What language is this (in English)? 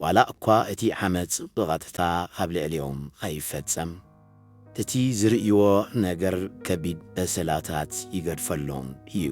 Tigrinya